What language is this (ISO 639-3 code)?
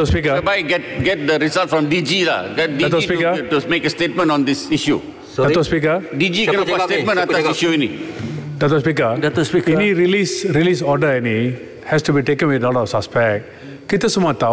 msa